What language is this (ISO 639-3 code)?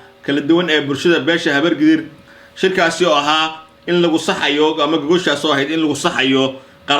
som